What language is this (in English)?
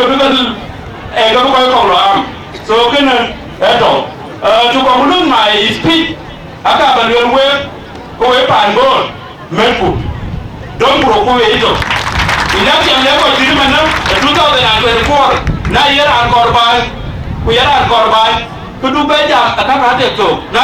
Dinka